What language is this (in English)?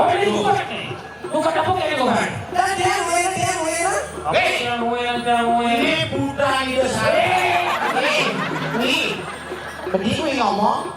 Balinese